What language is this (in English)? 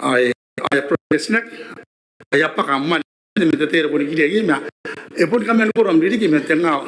Gilbertese